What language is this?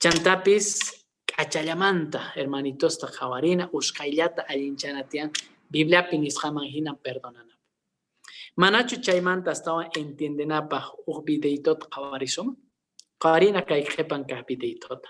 Quechua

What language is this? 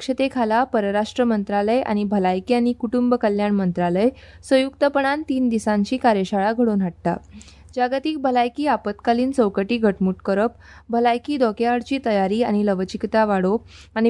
Konkani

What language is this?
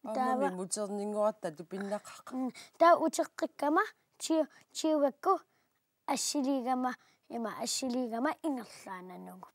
Kalaallisut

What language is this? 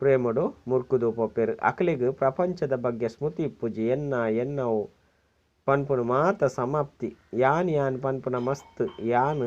Tulu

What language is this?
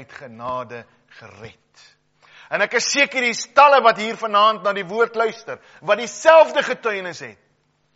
Afrikaans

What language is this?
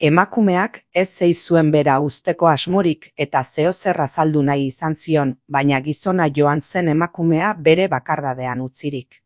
Basque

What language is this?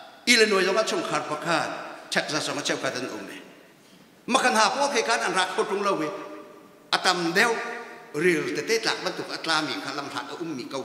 Hakha Chin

